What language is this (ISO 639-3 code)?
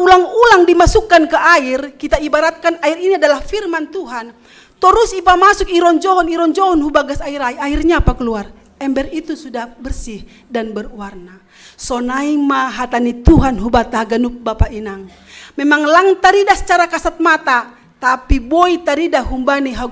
bts